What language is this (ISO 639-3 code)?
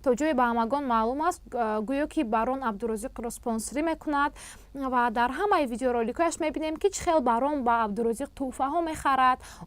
tgk